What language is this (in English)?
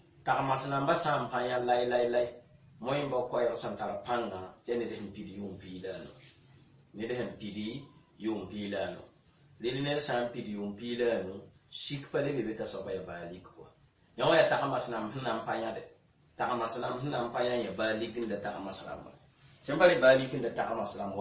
Mossi